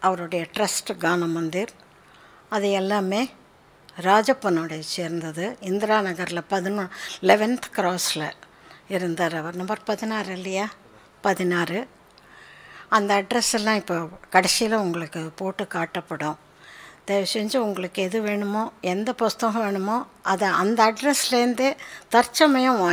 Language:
Tamil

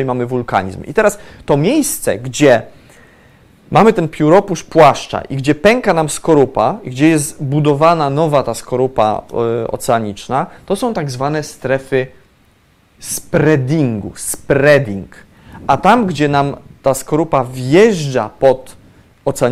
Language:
Polish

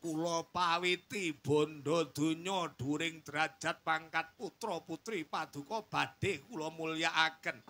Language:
Javanese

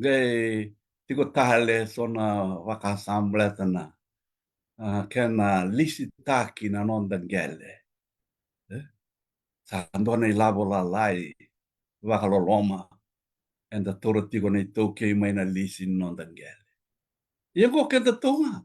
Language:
Fijian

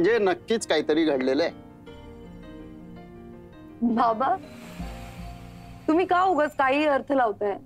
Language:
Marathi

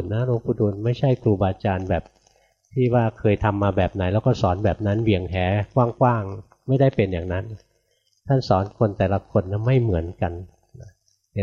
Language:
Thai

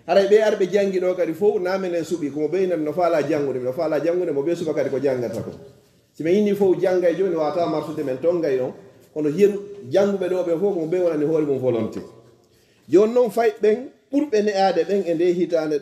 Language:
Fula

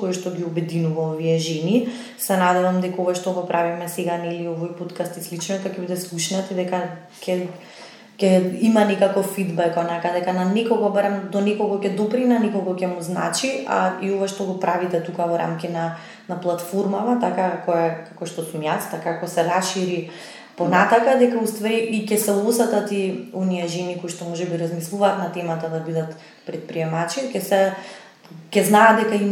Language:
Macedonian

